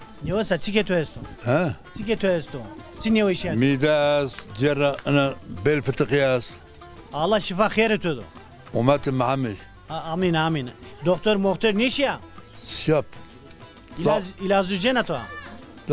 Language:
Zaza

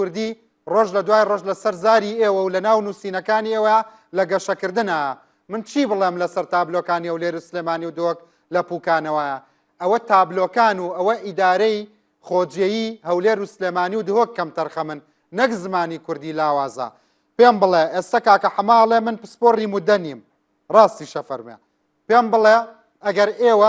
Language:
Central Kurdish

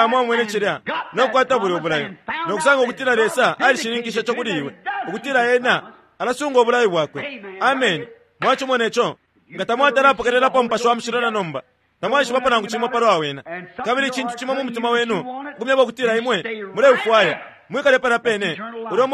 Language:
Bemba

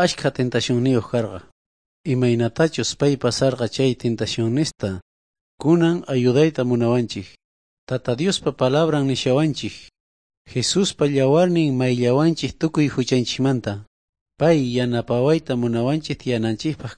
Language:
South Bolivian Quechua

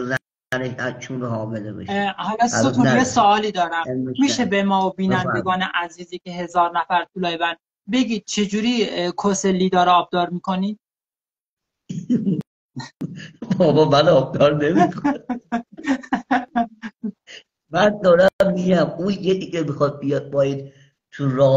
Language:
Persian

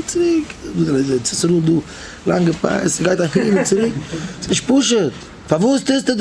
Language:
Yiddish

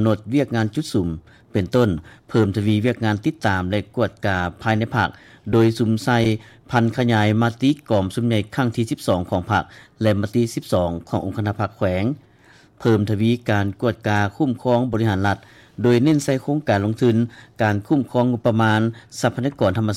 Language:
Lao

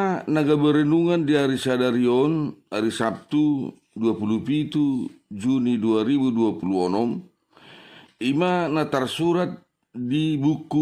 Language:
Batak Toba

